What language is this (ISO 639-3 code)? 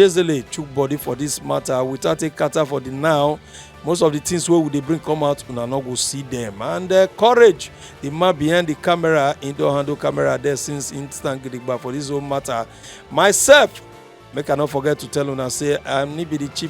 pcm